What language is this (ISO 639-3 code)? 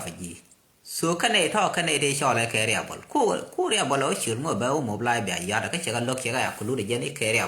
nus